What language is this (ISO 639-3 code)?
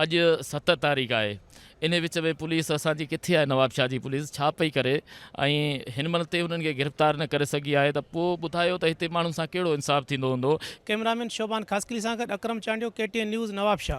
snd